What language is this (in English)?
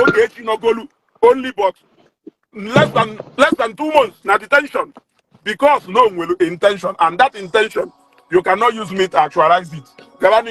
Igbo